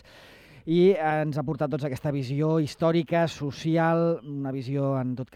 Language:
Catalan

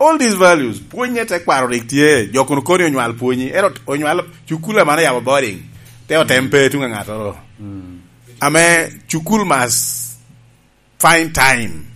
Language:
Lango (Uganda)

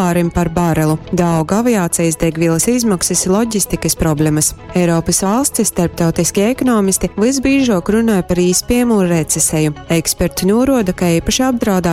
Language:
Latgalian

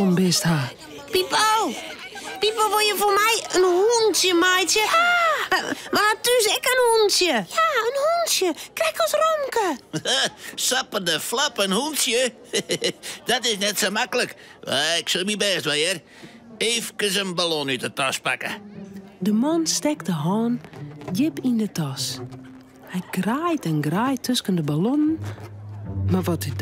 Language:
Western Frisian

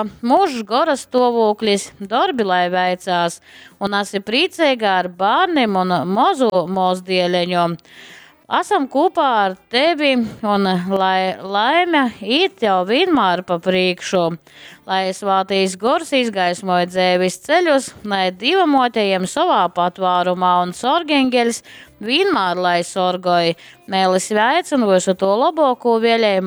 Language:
Latgalian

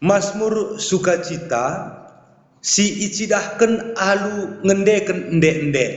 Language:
Batak Karo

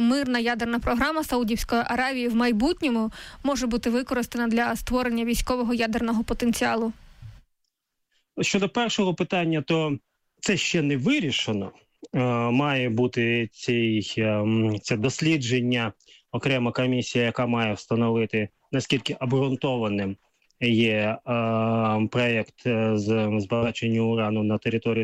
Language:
Ukrainian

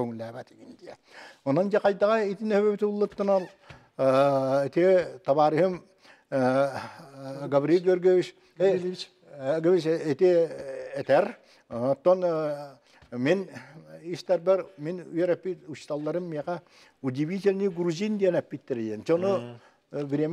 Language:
Yakut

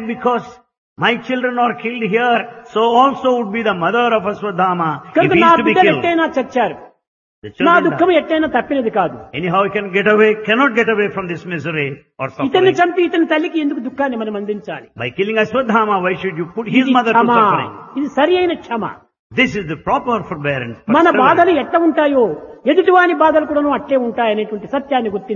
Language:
Telugu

